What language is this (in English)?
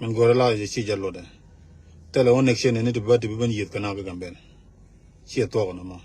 Nuer